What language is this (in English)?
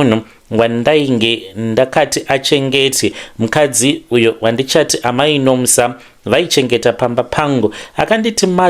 Shona